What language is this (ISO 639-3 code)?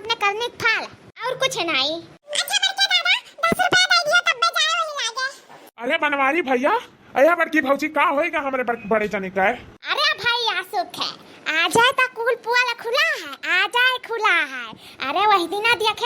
awa